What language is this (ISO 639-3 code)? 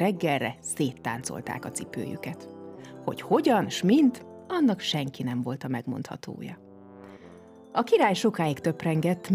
hun